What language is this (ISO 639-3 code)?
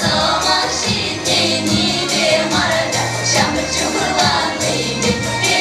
chv